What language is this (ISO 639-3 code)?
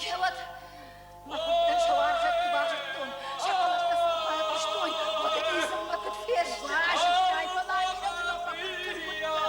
oss